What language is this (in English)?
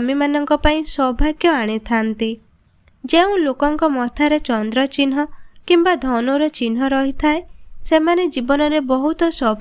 Odia